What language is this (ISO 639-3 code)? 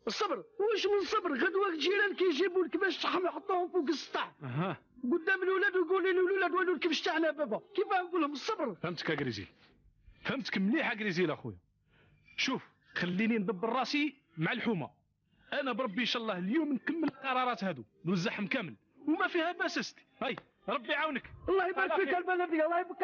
arq